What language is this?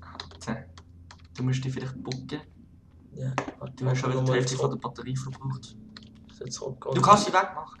Swiss German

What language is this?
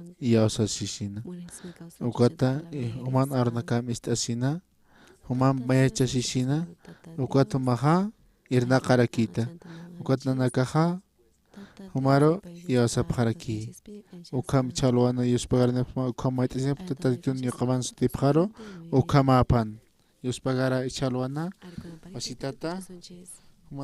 Aymara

